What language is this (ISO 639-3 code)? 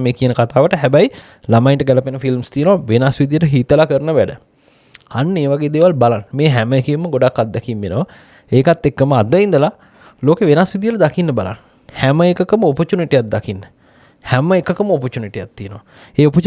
sin